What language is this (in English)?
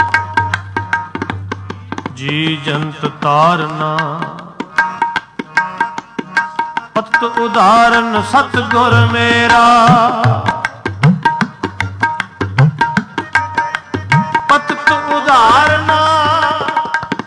Punjabi